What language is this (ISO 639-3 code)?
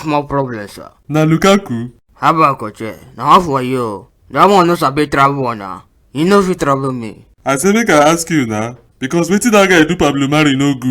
pcm